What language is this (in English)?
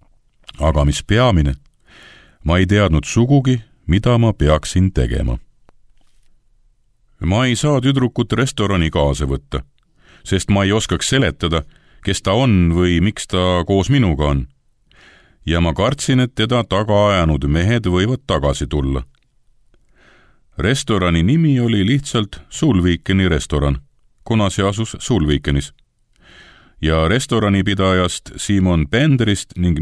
Estonian